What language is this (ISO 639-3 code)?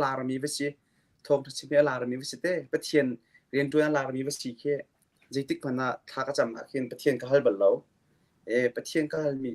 cnh